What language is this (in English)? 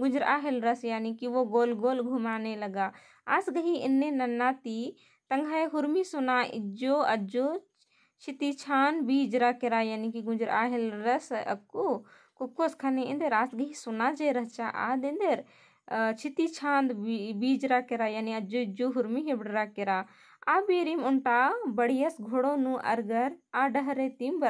Kurukh